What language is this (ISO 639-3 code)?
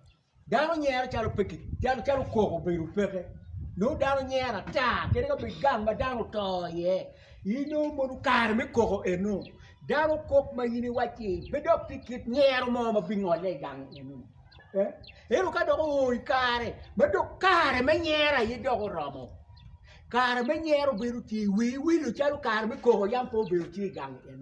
ach